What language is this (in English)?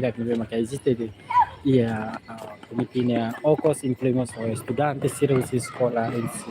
Tetum